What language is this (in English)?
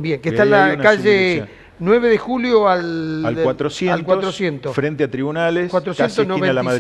Spanish